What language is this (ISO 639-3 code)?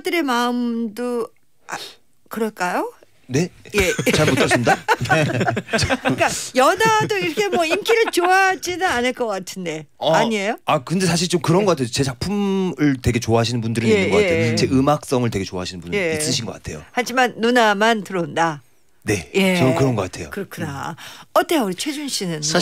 kor